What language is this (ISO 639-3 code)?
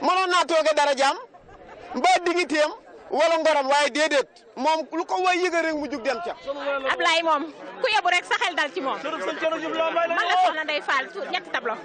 wol